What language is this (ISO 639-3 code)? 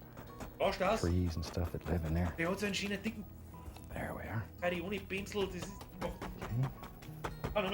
bar